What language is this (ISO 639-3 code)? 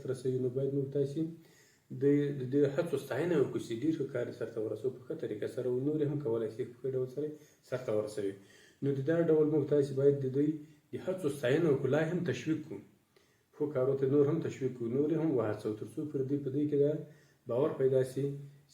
pus